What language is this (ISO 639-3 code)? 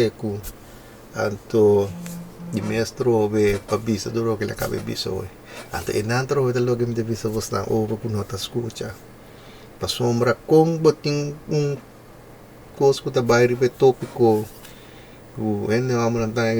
pap